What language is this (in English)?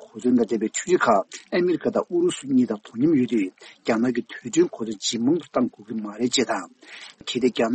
Tibetan